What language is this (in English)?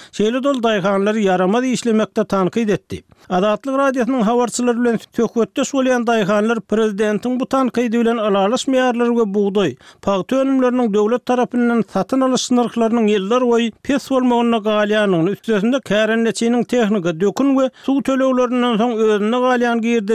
Turkmen